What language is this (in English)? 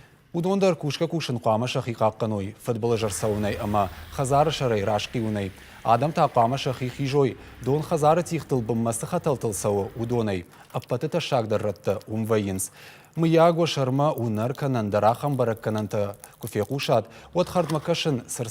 Ossetic